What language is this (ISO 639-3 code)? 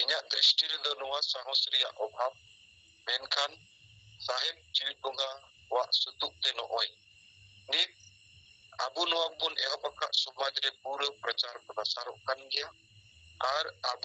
sat